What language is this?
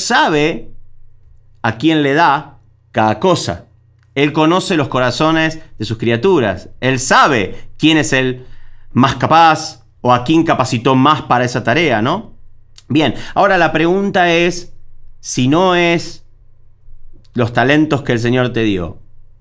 Spanish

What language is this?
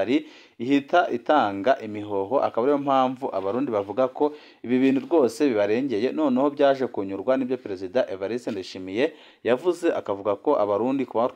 Rundi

